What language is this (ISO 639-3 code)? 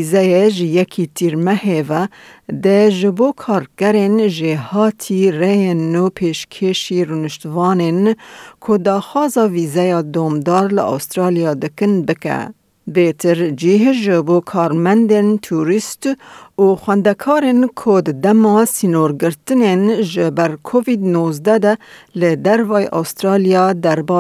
kur